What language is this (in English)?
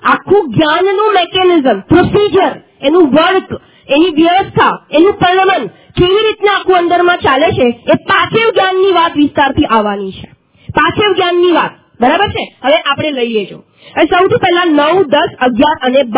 Gujarati